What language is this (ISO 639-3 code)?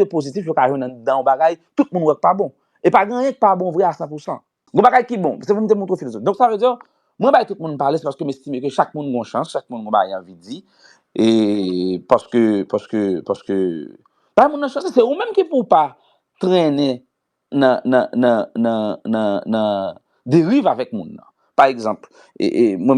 hat